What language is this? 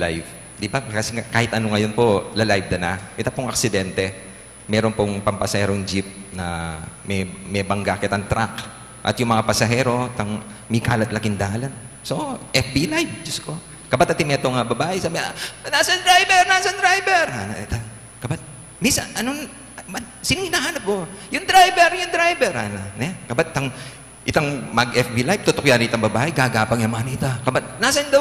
Pampanga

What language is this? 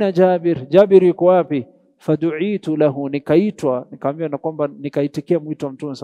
Swahili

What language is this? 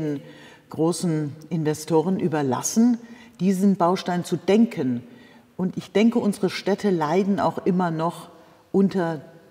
German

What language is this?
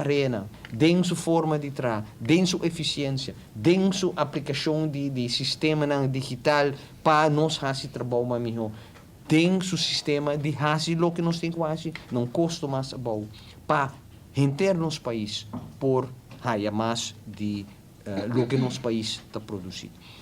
Papiamento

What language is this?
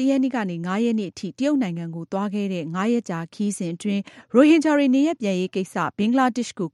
Burmese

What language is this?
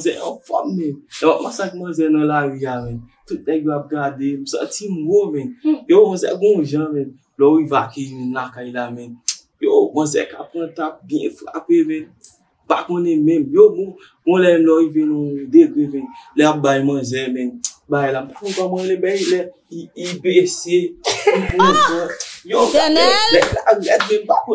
Haitian Creole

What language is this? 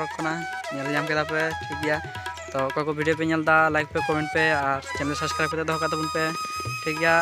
Santali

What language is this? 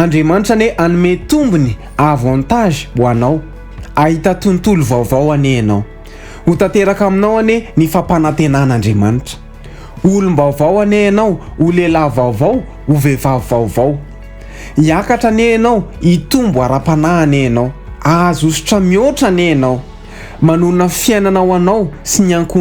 Malagasy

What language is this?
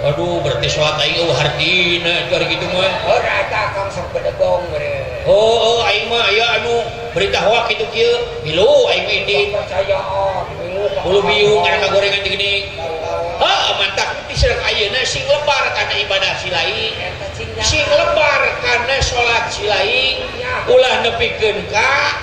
Sundanese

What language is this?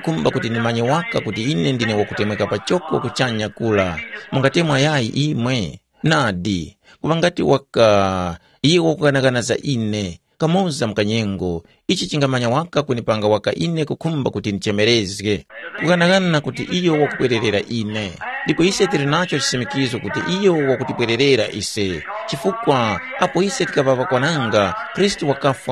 Tumbuka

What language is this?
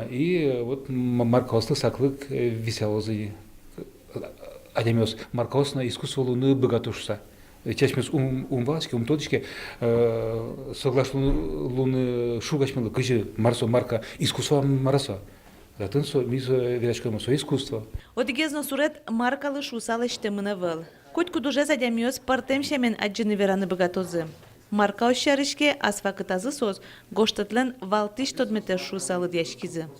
Udmurt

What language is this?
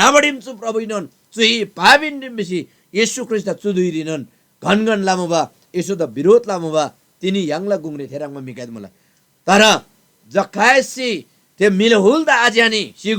Eastern Tamang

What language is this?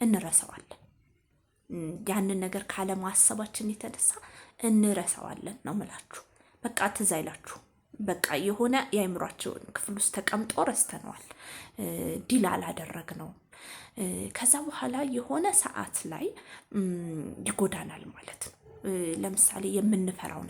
Amharic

